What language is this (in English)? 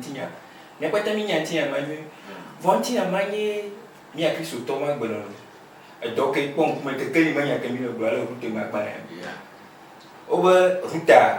Ewe